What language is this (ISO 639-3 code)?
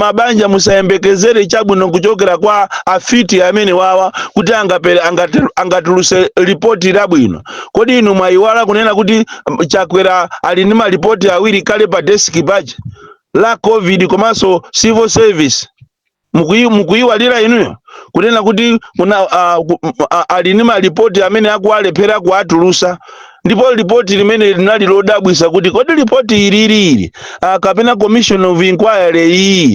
nya